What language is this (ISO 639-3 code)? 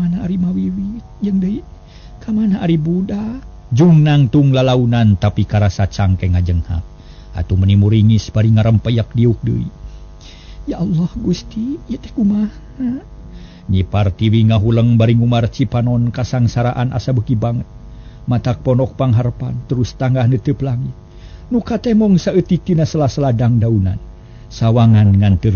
sun